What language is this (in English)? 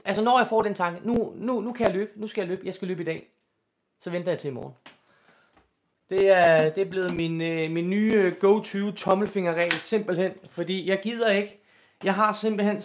Danish